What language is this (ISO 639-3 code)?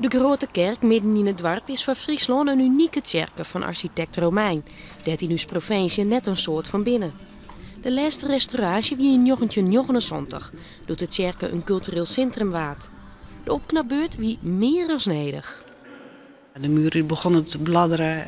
fry